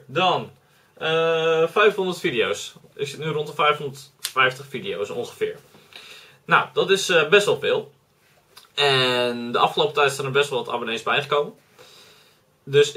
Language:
Dutch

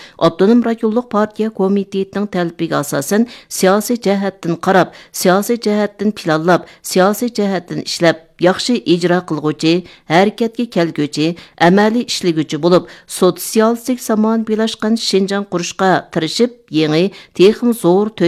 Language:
Uyghur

